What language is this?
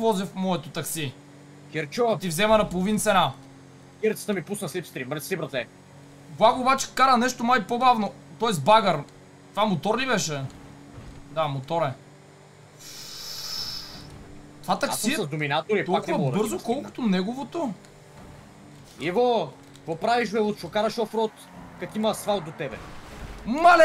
Bulgarian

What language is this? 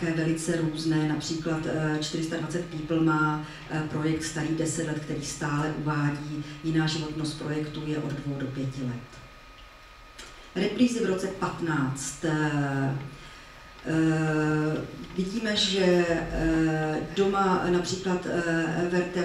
Czech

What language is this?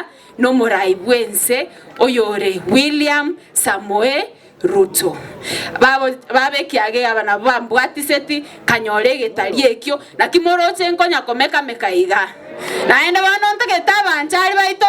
Gusii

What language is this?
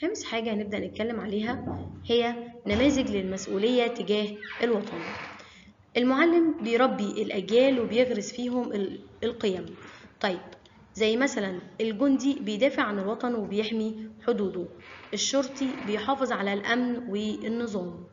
Egyptian Arabic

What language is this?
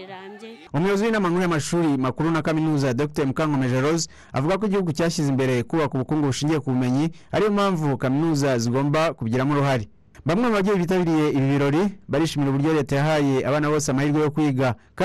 Kinyarwanda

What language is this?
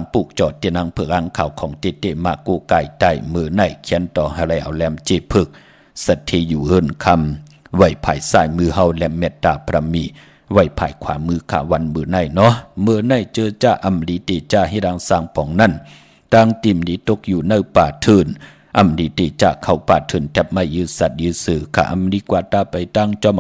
Shan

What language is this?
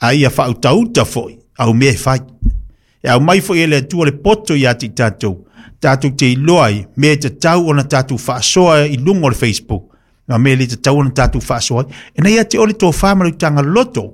Samoan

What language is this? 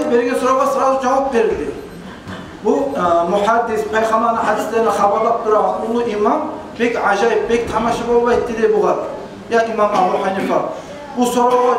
Kumyk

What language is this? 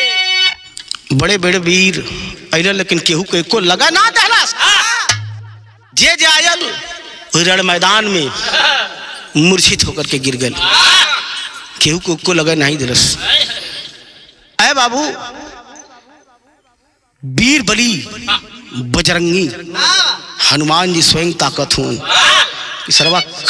Bhojpuri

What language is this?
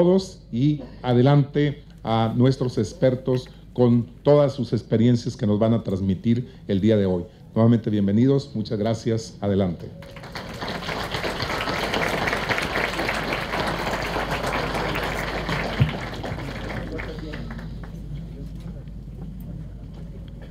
Spanish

